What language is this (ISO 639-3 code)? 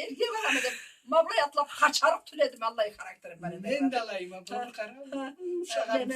krc